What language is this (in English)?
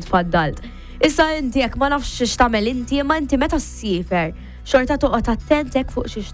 Maltese